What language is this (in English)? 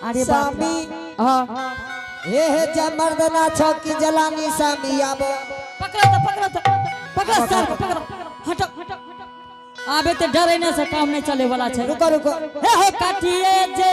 Angika